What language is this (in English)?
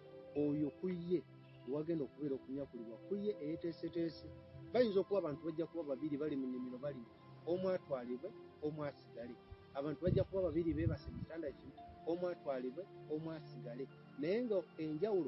Ganda